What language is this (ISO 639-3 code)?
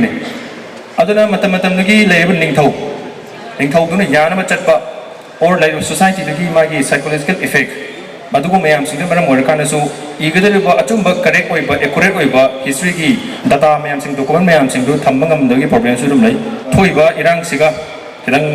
mni